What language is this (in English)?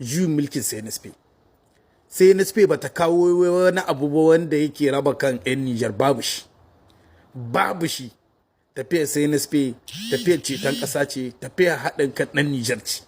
Hausa